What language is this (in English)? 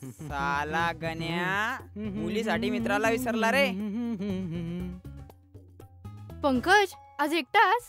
Marathi